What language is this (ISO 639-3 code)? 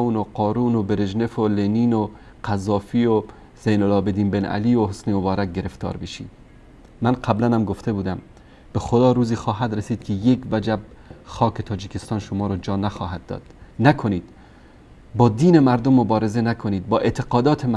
fas